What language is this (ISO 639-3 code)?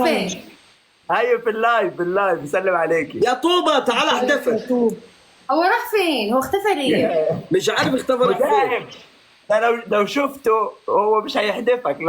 arz